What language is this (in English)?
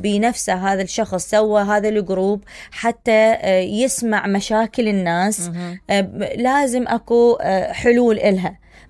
Mesopotamian Arabic